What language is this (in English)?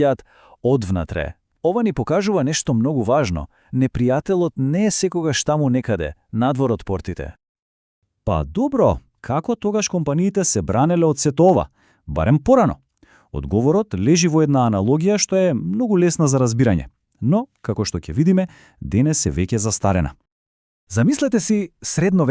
Macedonian